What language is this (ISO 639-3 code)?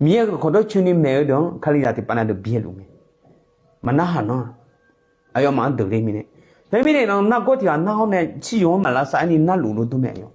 ahk